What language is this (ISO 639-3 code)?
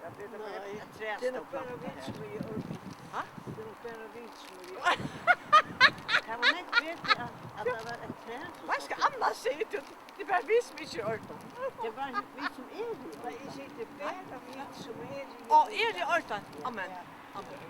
fao